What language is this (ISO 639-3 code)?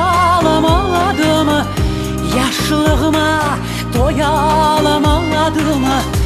crh